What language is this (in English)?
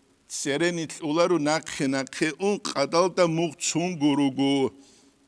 Avaric